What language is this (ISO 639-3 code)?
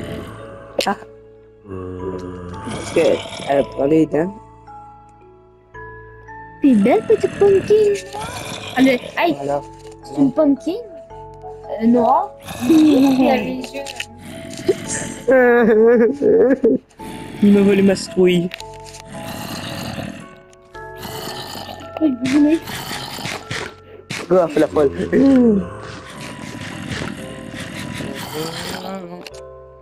fra